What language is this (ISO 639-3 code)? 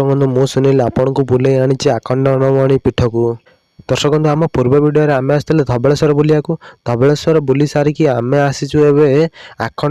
ori